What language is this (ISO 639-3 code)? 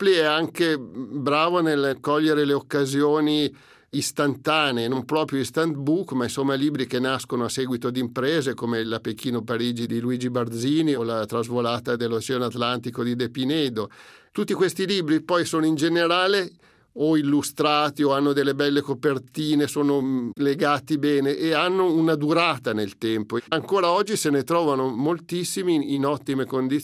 ita